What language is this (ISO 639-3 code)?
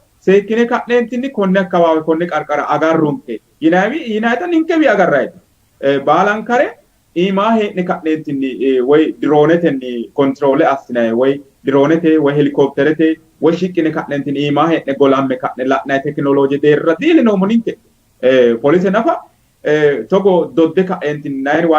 sid